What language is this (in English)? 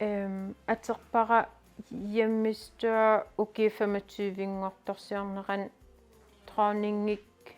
Kalaallisut